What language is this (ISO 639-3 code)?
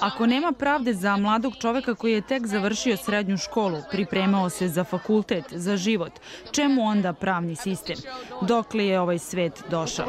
hrv